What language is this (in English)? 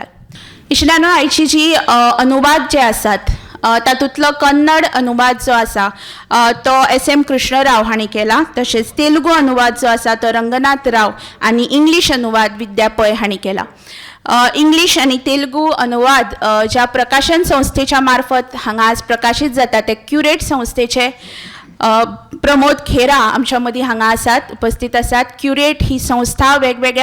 Konkani